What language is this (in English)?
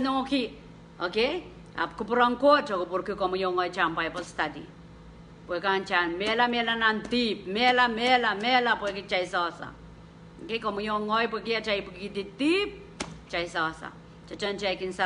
Pohnpeian